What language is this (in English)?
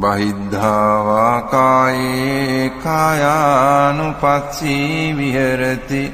Pali